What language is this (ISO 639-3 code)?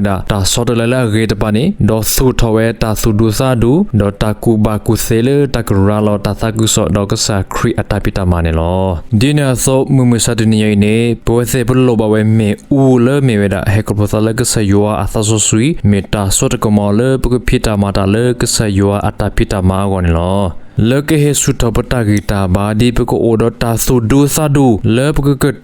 ksw